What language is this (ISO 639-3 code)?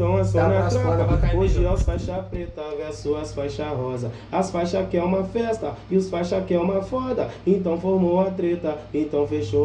por